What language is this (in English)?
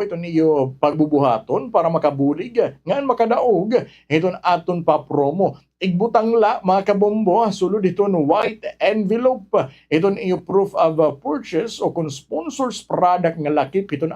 Waray